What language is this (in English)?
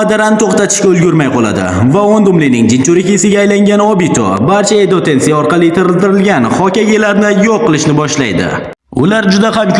Uzbek